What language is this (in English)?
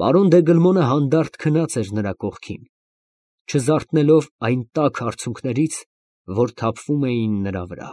Armenian